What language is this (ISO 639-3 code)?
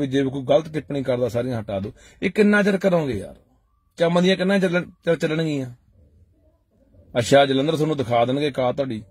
pan